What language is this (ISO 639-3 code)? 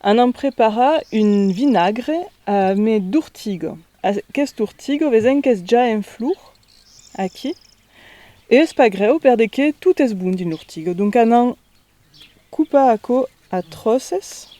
oci